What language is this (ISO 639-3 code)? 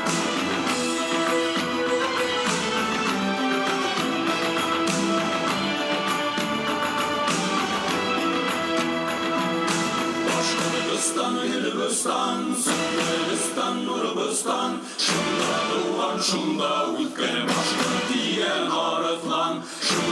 bak